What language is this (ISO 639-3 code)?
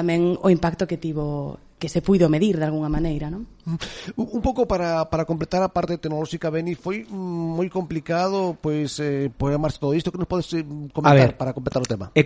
glg